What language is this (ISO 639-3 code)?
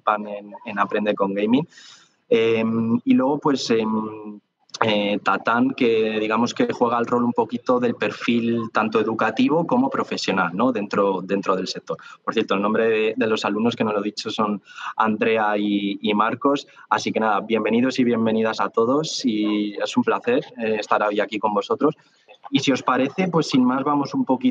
spa